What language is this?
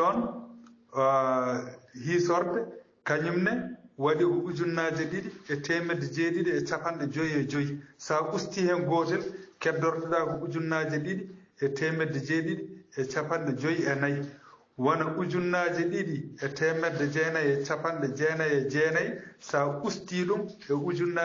Fula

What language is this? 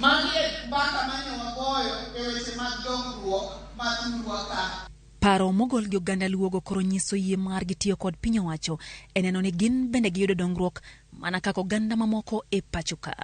Luo (Kenya and Tanzania)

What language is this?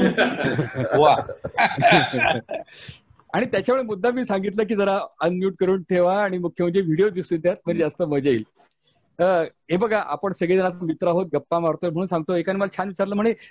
Marathi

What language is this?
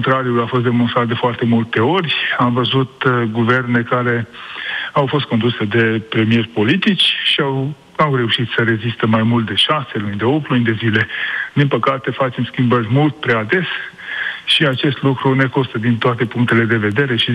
Romanian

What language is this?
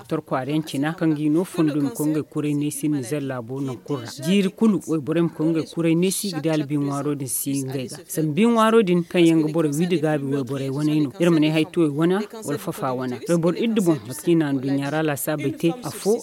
Zarma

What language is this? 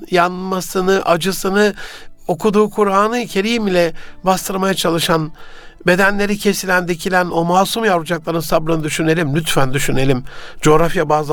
Turkish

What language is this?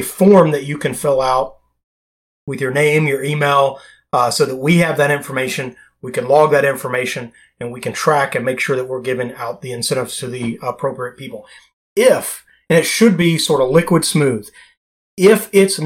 English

